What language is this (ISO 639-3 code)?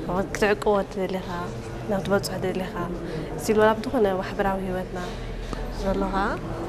tir